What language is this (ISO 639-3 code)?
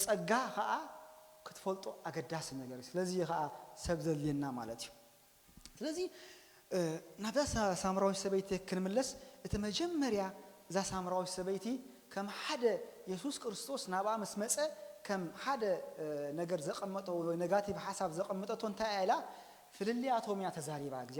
tir